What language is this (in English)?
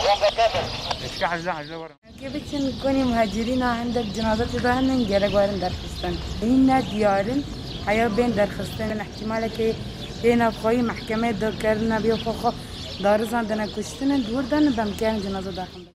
Kurdish